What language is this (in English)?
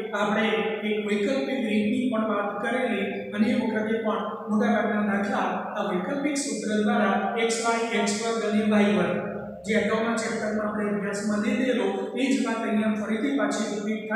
Gujarati